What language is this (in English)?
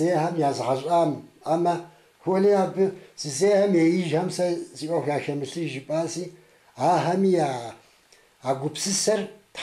Kabardian